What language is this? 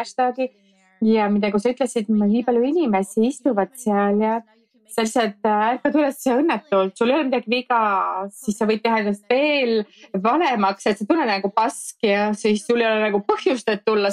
Estonian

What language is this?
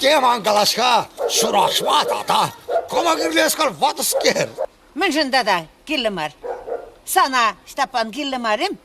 Chuvash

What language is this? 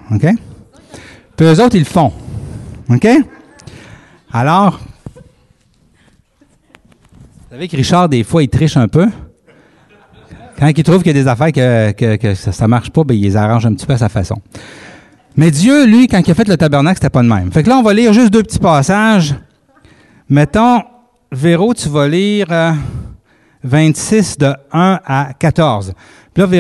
French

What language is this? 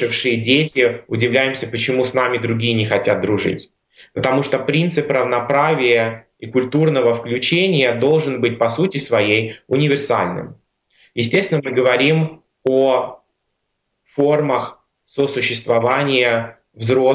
Russian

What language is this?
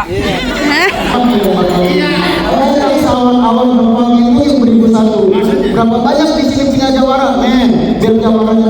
Betawi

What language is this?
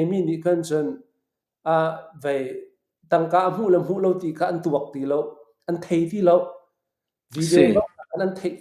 Hakha Chin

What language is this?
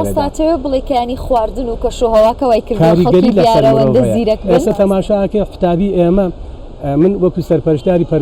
Central Kurdish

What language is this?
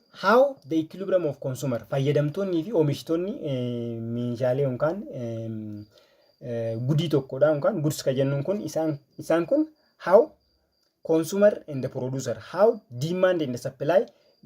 Oromo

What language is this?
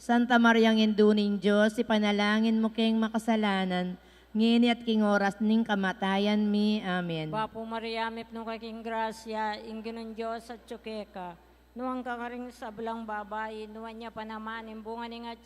Pampanga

